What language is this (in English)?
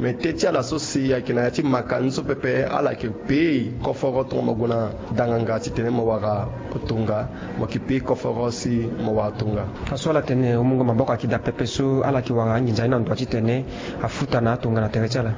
Sango